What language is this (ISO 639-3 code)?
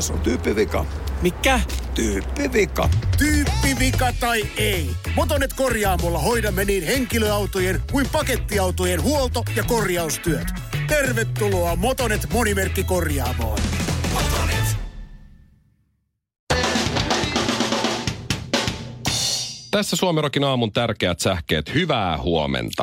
fin